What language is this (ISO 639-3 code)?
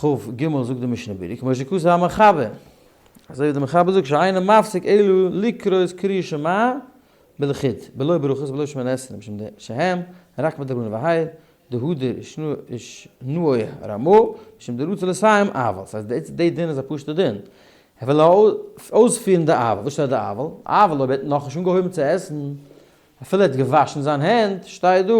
yid